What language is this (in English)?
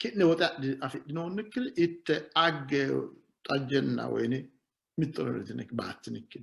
Sidamo